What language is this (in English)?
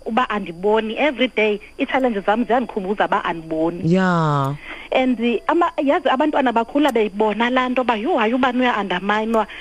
Xhosa